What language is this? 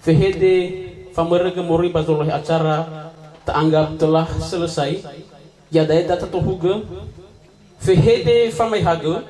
Nias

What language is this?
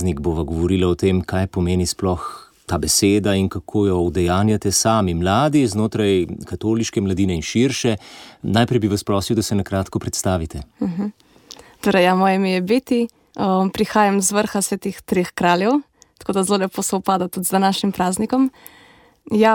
Slovenian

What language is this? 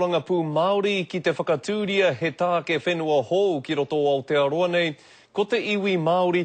Māori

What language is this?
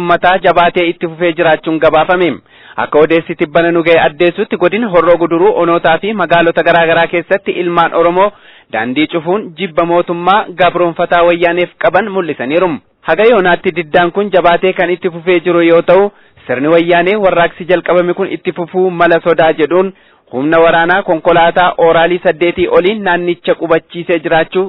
Oromo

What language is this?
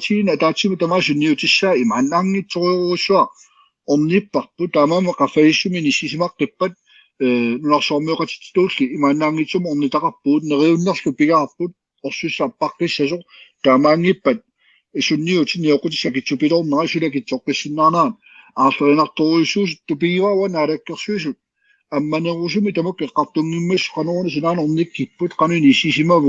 Kalaallisut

